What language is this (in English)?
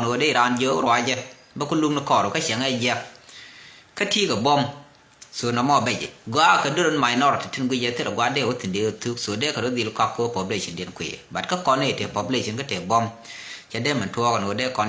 Nuer